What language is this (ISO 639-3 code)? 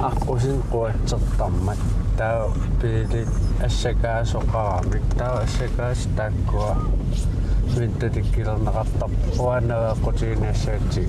kal